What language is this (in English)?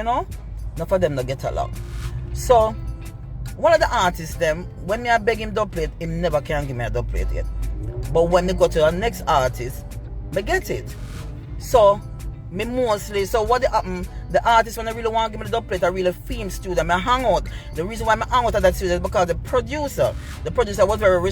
Jamaican Creole English